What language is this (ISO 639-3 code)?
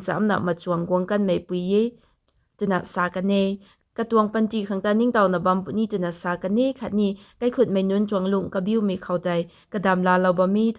nbu